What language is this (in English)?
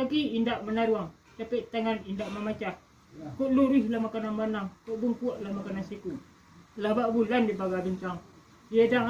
Minangkabau